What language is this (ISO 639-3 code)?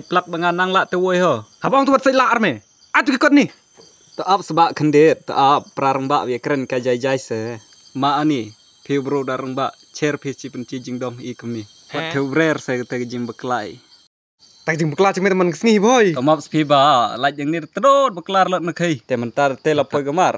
kha